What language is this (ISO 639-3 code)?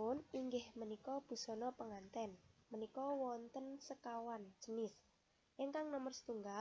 jav